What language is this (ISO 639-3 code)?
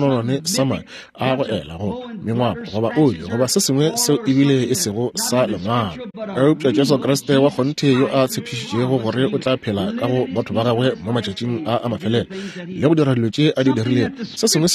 nso